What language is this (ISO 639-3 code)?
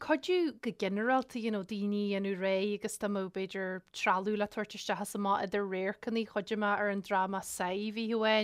gle